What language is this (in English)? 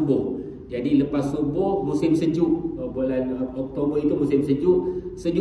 Malay